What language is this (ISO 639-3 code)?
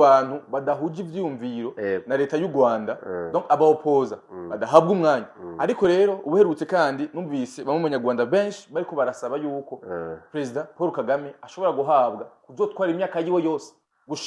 run